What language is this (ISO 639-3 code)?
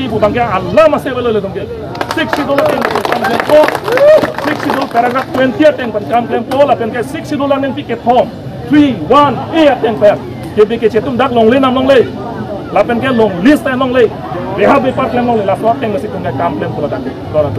mjw